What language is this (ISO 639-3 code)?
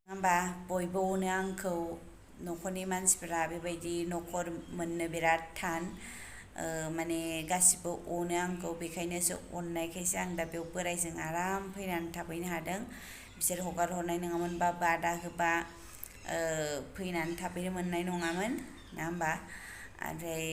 brx